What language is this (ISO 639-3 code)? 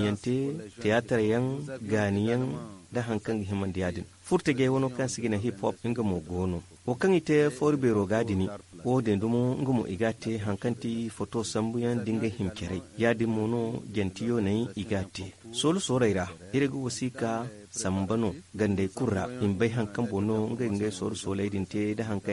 dje